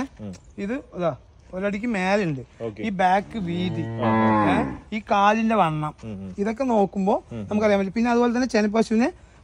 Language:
Malayalam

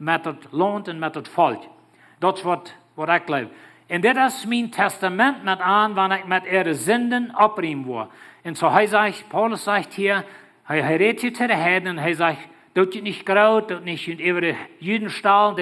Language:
Plautdietsch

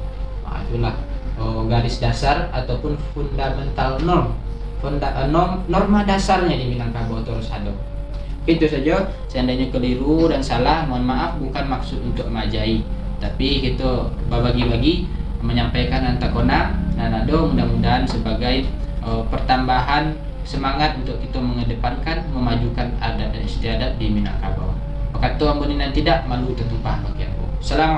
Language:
Minangkabau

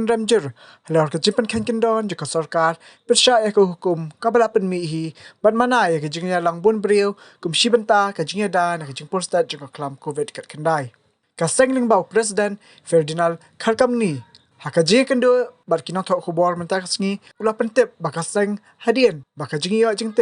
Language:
Khasi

